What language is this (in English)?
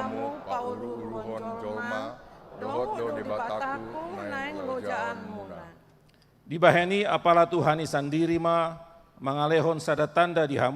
Batak Toba